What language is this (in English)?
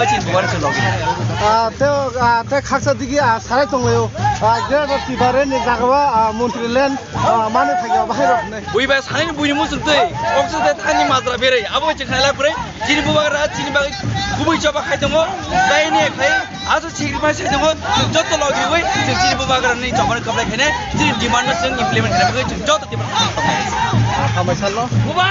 Kok Borok